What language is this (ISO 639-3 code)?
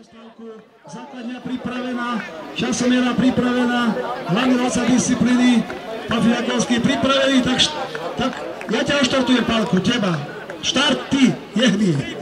slk